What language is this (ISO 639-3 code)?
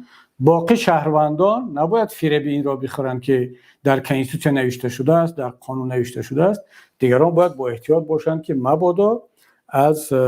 tgk